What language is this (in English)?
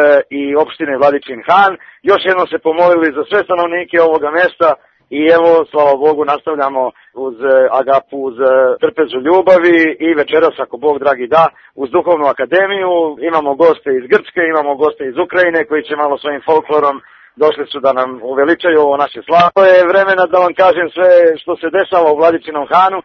Serbian